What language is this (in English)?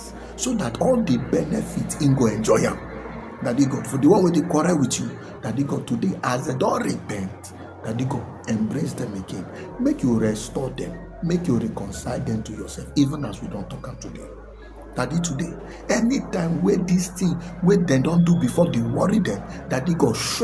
Nigerian Pidgin